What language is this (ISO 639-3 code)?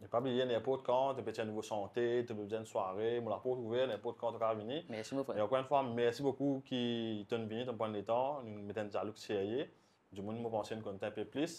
mfe